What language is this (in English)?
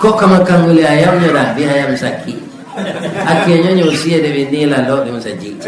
Minangkabau